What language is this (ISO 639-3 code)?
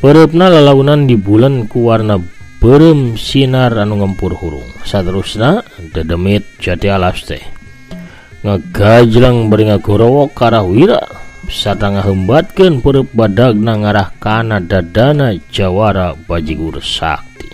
sun